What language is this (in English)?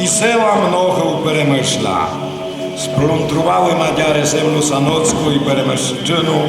Rusyn